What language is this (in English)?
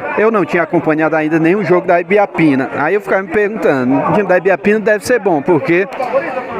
Portuguese